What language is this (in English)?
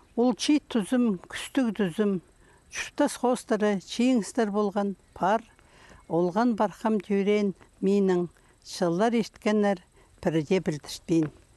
Khakas